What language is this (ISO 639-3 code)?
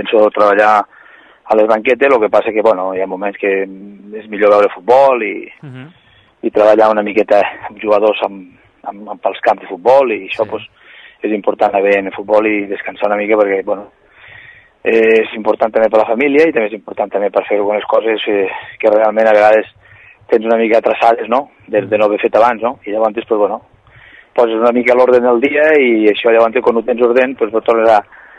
cat